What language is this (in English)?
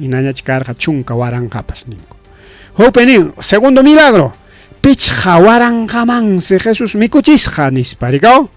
Ayacucho Quechua